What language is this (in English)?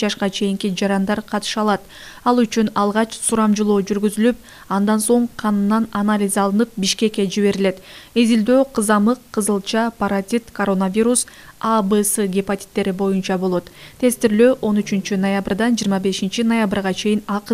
Kyrgyz